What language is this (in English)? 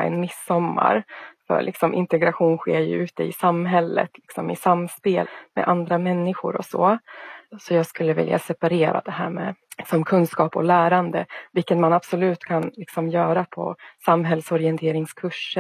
Swedish